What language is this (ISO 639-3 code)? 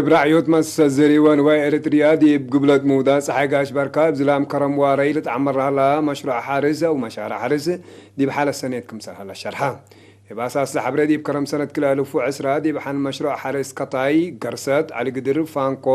tig